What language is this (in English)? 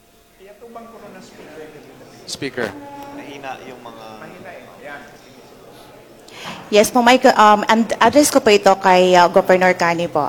Filipino